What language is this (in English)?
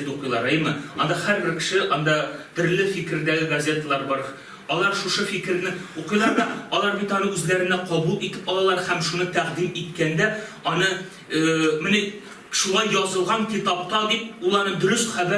Tatar